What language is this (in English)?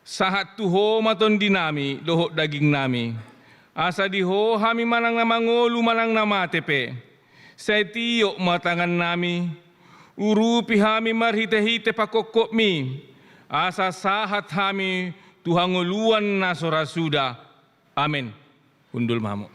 Batak Toba